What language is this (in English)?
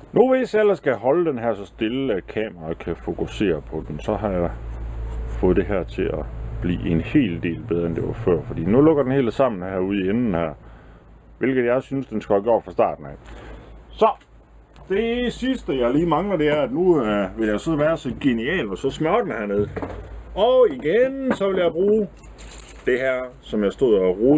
Danish